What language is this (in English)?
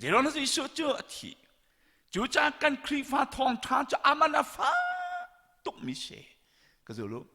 Hakha Chin